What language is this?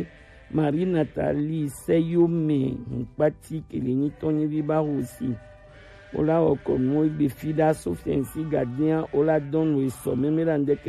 Gen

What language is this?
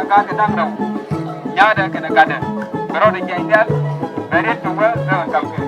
Nuer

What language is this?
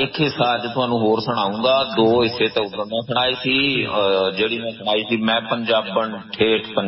Punjabi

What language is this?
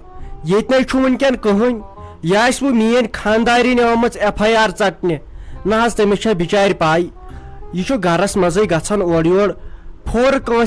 Kashmiri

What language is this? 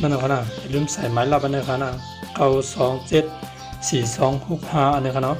Shan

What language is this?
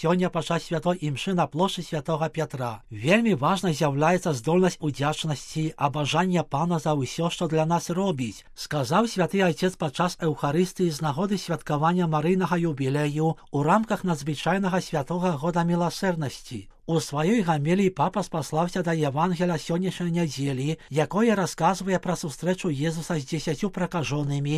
Belarusian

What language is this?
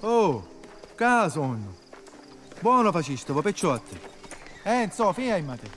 Sicilian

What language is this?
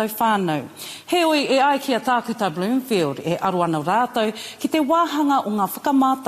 Māori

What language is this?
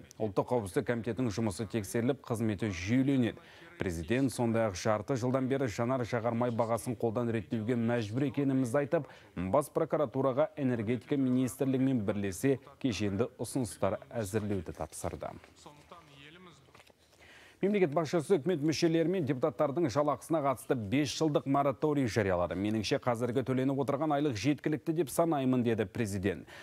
Kazakh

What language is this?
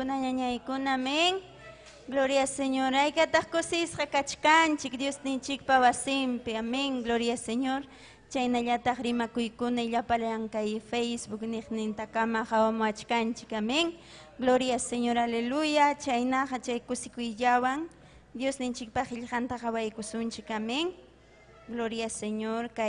Ayacucho Quechua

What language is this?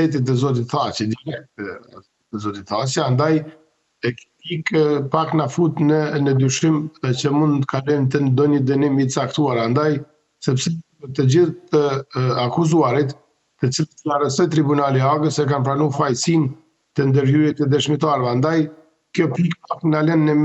Albanian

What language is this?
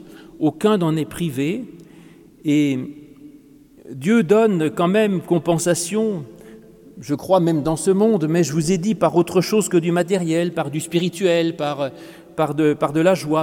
French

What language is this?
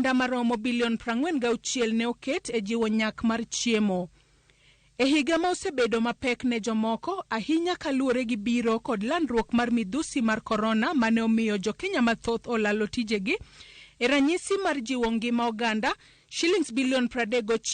Luo (Kenya and Tanzania)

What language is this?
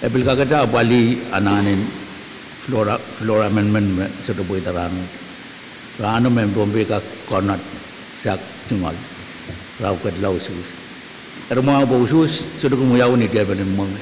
Pohnpeian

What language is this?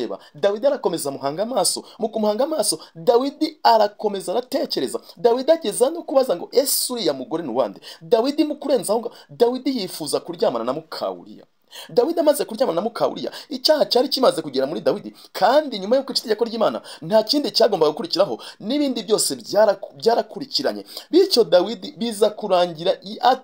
Kinyarwanda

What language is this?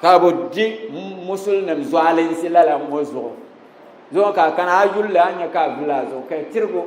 Dagbani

